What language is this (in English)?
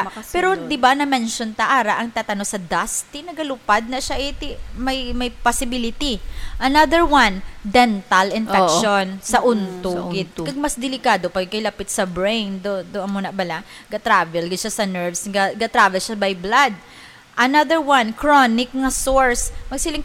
Hiligaynon